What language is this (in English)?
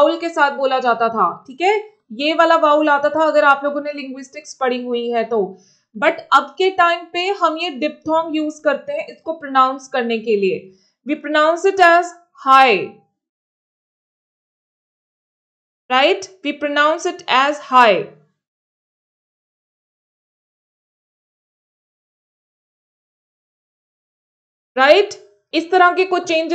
Hindi